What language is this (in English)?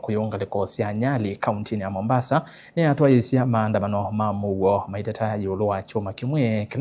Kamba